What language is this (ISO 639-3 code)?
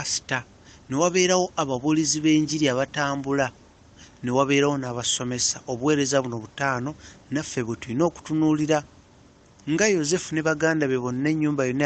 lug